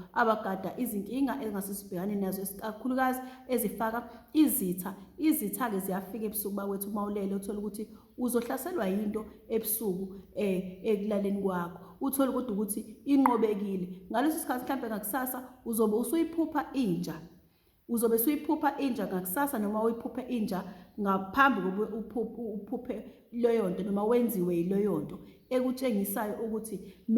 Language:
Zulu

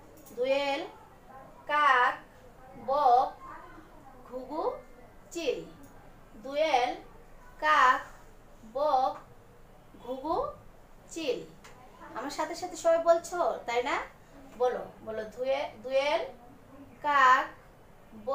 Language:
Bangla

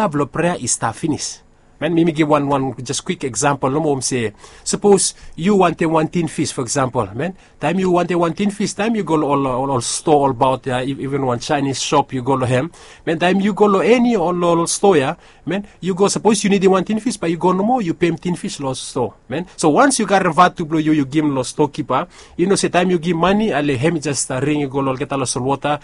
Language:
Bislama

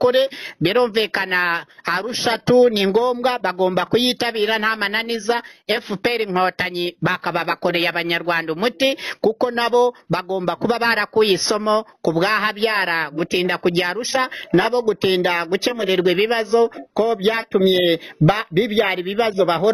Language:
Kinyarwanda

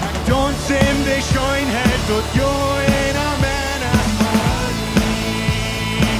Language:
Plautdietsch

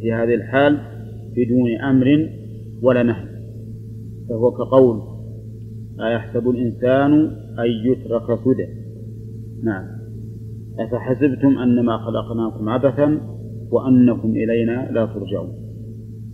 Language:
Arabic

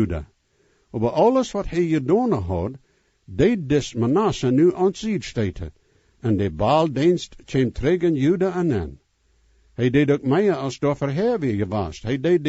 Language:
Plautdietsch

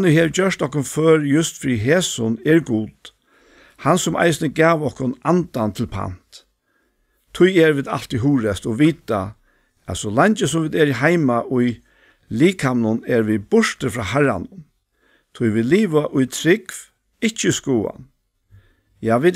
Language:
Faroese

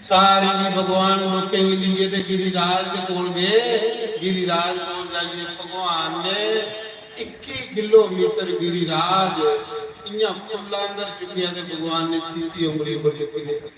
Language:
Dogri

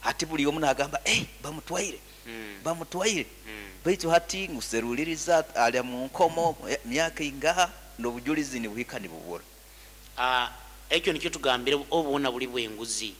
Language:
Nyoro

